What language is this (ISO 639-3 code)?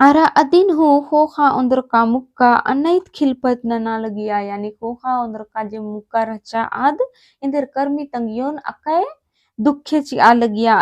kru